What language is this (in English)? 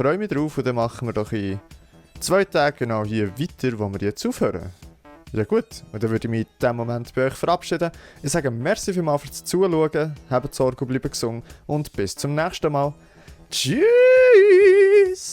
Swiss German